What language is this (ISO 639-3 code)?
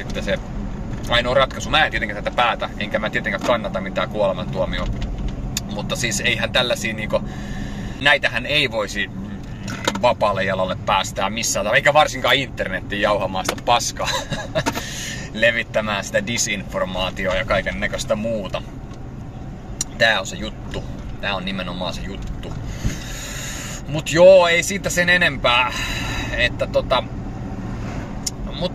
fin